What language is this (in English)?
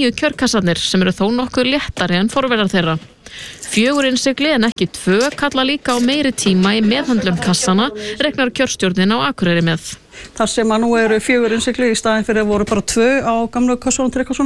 Icelandic